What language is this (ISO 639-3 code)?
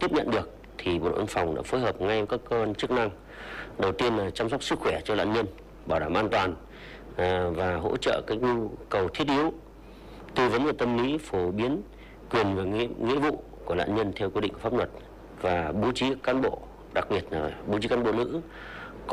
vie